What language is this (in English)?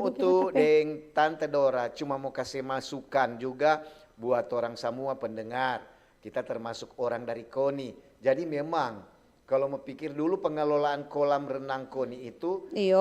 Manado Malay